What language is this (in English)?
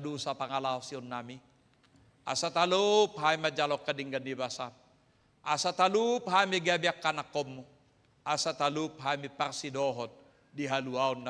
Batak Toba